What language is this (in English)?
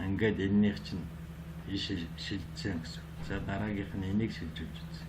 Mongolian